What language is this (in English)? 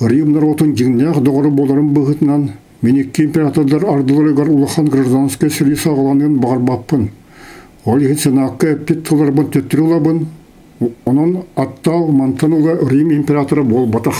Yakut